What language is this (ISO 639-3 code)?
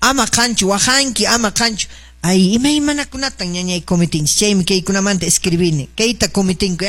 que